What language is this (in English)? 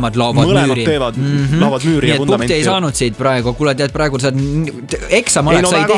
Estonian